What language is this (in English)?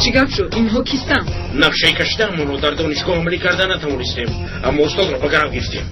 Tajik